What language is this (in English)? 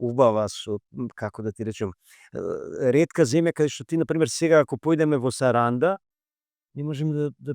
Macedonian